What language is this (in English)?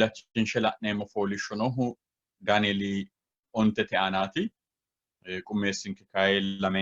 Sidamo